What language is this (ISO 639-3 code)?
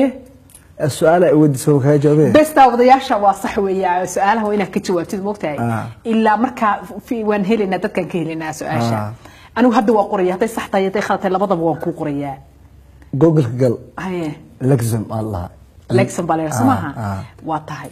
som